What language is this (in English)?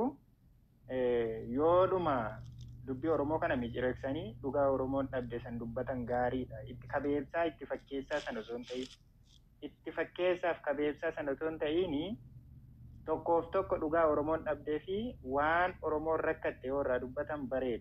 Oromo